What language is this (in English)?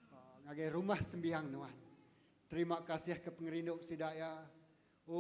Iban